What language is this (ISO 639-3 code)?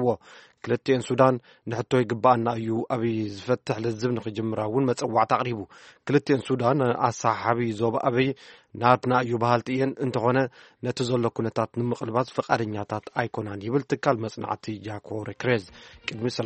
tir